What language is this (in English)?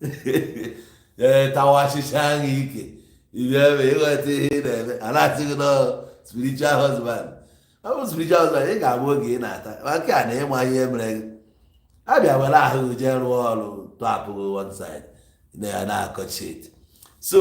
Igbo